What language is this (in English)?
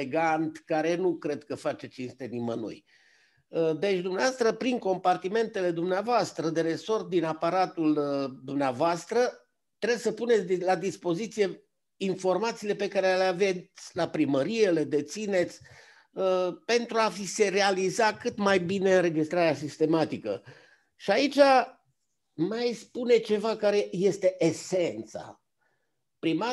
Romanian